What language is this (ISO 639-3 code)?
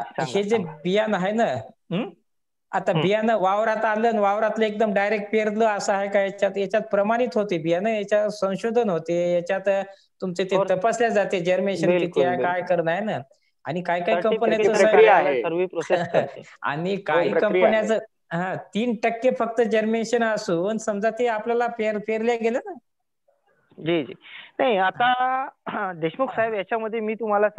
mar